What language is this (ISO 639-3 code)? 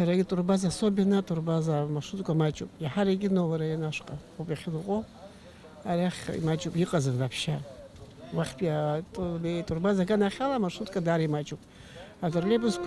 abk